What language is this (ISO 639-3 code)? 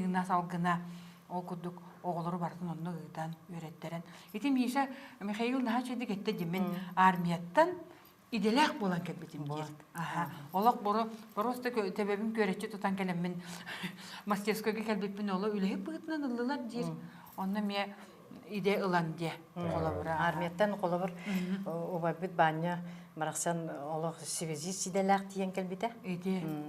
sah